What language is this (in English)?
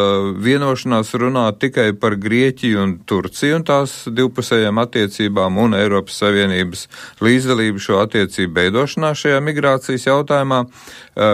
Latvian